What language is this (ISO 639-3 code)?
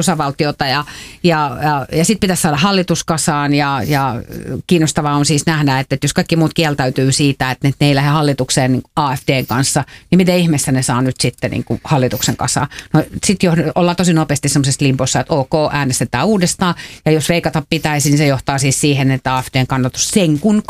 fin